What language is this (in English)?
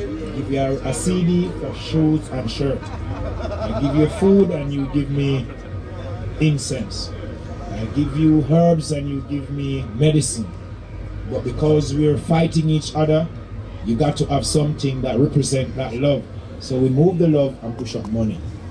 English